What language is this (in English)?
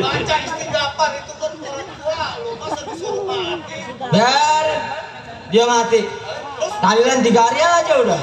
Betawi